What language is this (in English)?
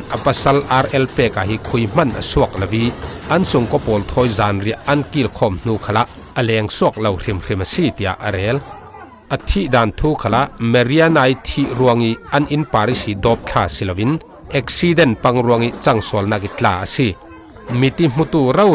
Falam Chin